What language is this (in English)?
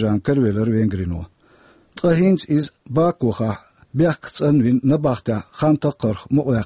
Chechen